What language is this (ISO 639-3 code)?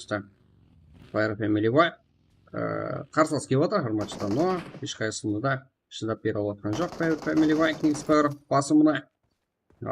kaa